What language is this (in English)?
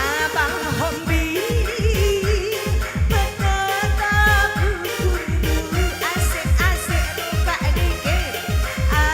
Batak Karo